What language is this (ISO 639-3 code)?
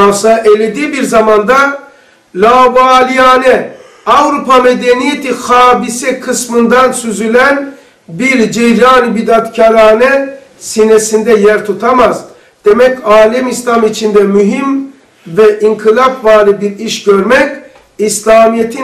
tur